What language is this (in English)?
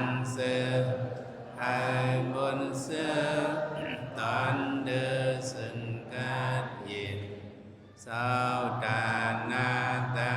Shan